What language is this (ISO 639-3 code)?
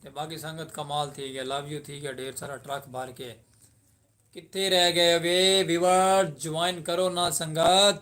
skr